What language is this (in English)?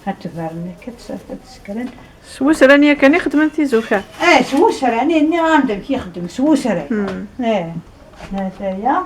Kabyle